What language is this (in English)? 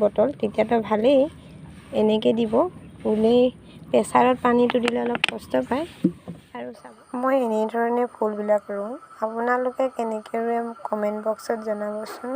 Assamese